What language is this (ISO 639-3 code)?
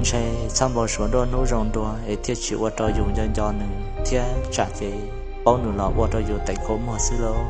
hmn